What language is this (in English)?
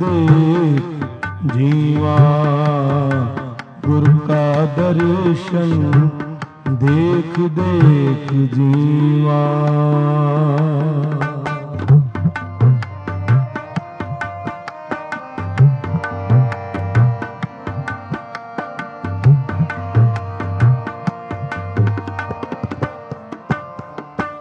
Punjabi